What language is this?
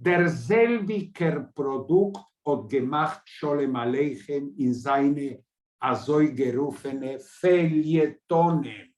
Yiddish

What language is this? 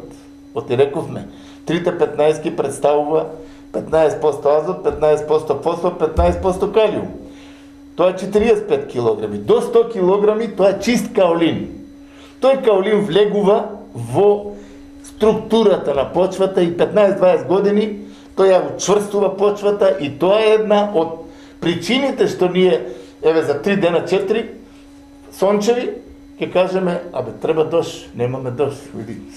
Macedonian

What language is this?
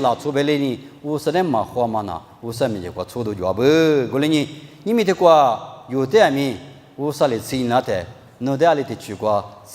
Lisu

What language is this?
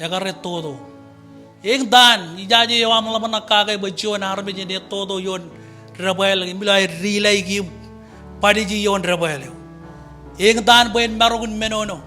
Marshallese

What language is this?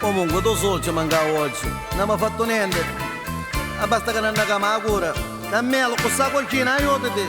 Neapolitan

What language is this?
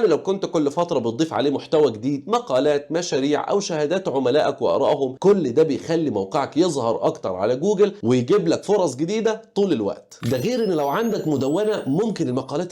Egyptian Arabic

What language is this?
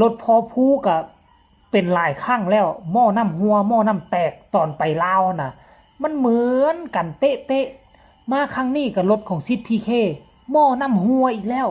Northeastern Thai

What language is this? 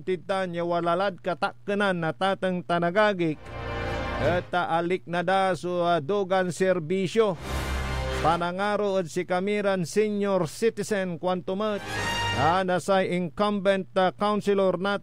Pangasinan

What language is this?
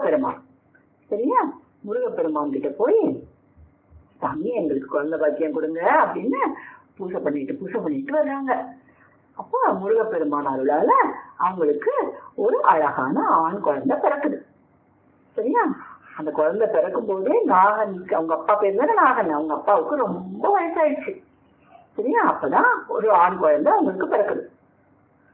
Tamil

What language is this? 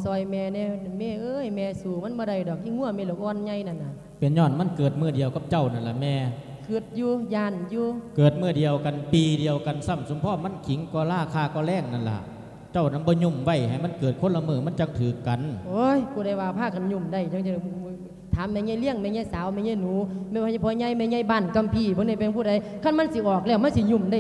Lao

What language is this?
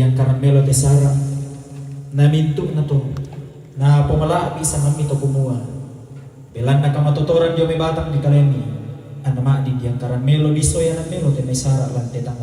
Toraja-Sa'dan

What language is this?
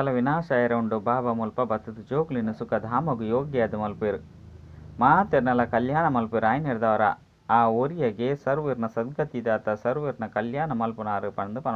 Tulu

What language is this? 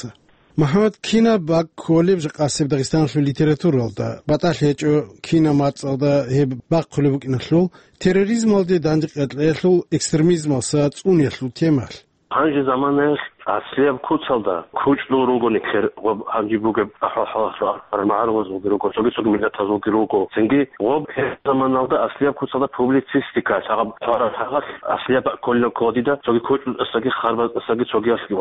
Avaric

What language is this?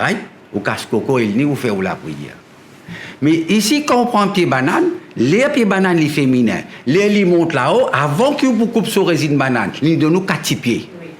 Morisyen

